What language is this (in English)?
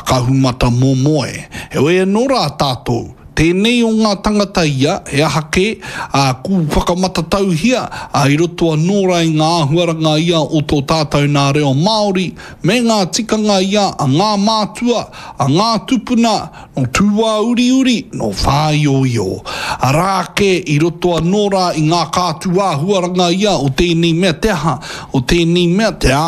Māori